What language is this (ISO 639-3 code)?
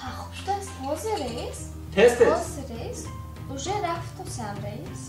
tgk